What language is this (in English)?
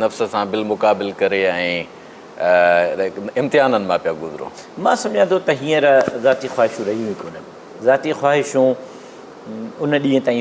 Sindhi